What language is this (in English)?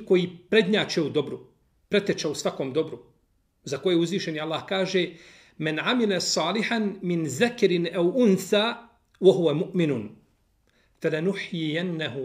Bosnian